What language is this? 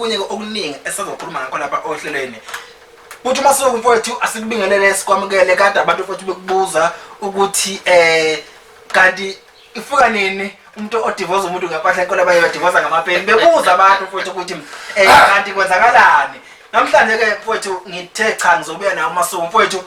Zulu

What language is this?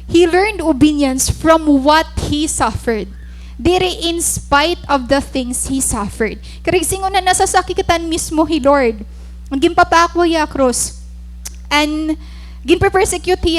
Waray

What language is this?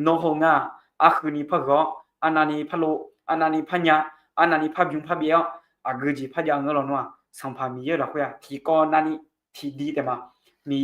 Akha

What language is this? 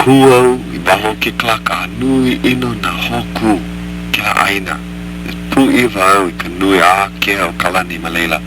Hawaiian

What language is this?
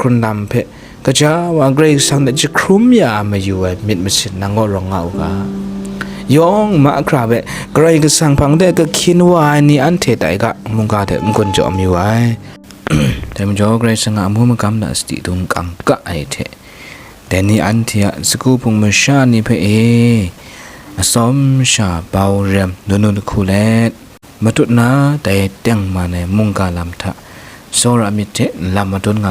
Kachin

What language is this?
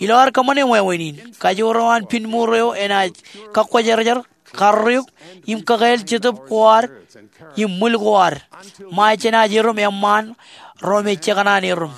Marshallese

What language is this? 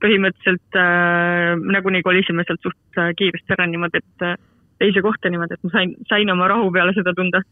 Estonian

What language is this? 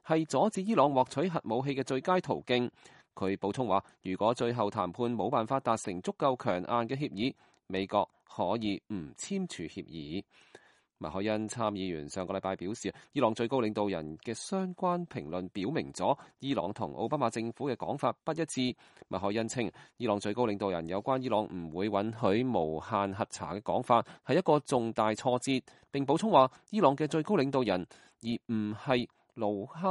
Cantonese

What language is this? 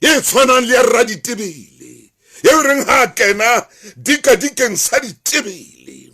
Southern Sotho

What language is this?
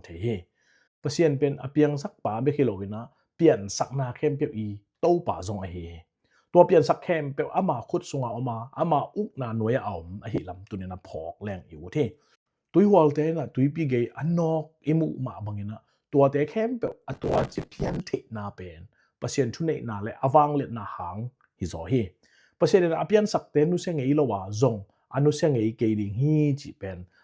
Tedim Chin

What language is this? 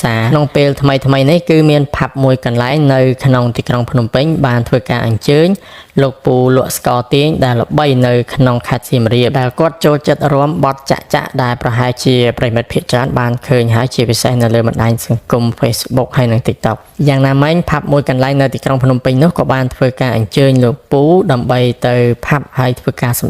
Khmer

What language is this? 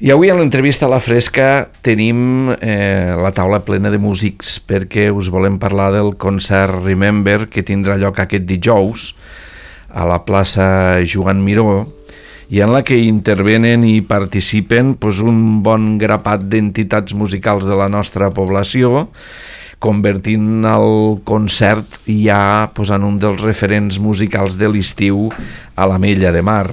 Catalan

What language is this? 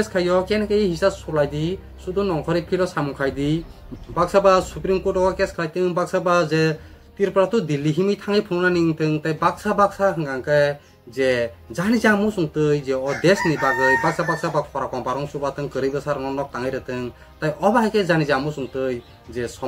Kok Borok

